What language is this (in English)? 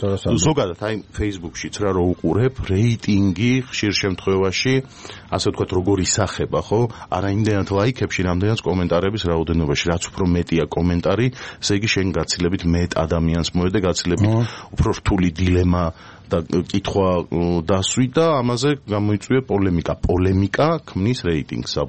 Georgian